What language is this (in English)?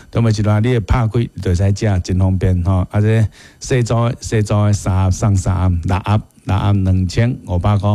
Min Nan Chinese